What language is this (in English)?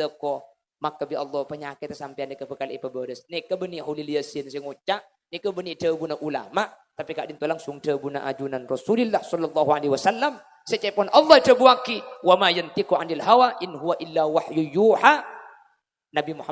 Madurese